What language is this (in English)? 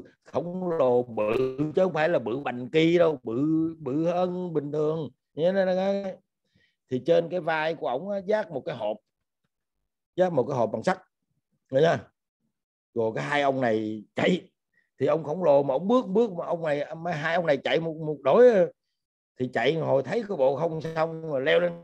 Vietnamese